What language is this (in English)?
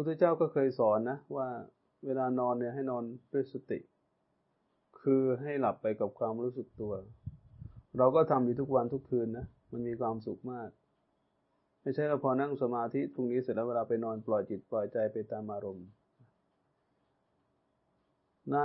Thai